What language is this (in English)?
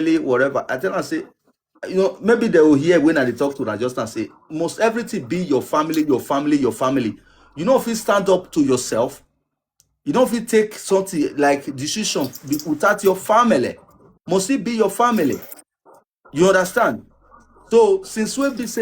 Nigerian Pidgin